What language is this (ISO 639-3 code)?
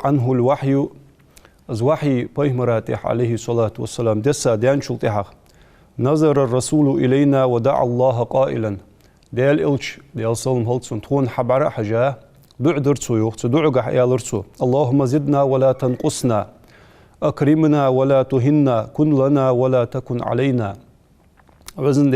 inh